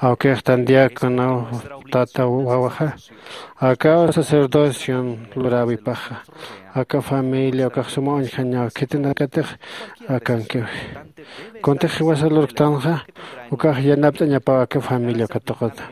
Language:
Aymara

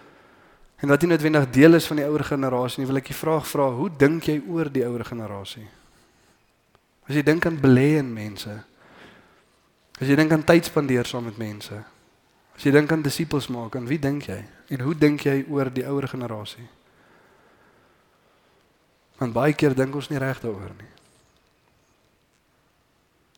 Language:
Afrikaans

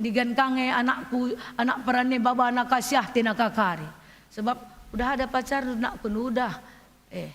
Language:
Batak Karo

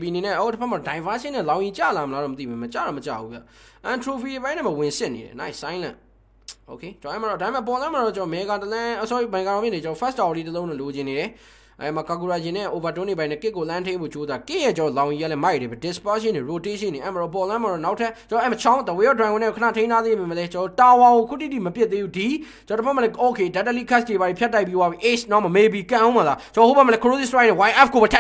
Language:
Burmese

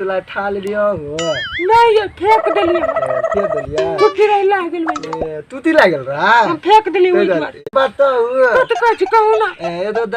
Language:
Maithili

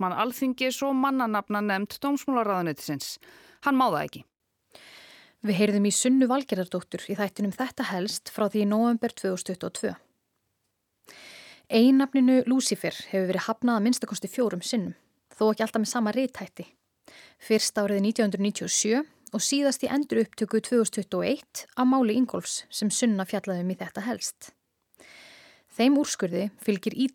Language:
Icelandic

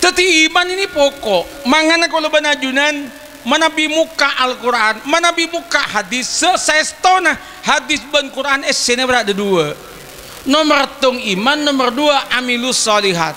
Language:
Madurese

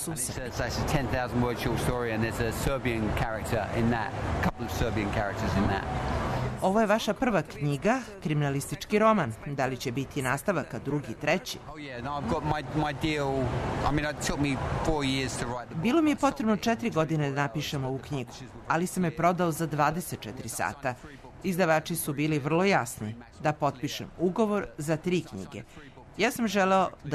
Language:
Serbian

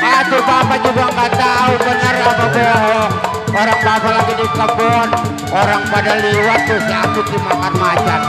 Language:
Betawi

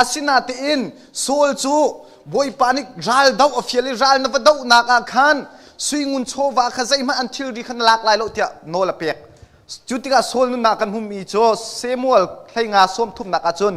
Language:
Hakha Chin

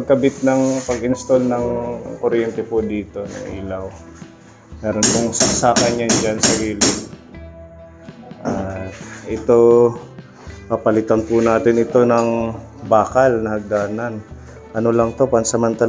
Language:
Filipino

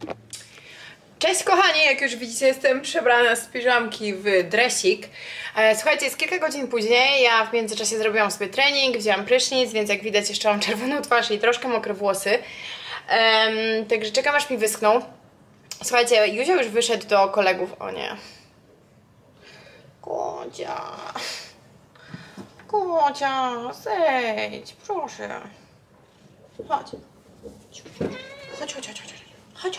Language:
Polish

